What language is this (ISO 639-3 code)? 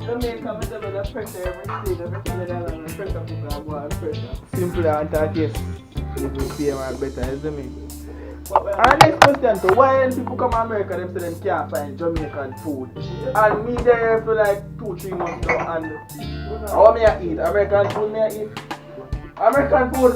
jam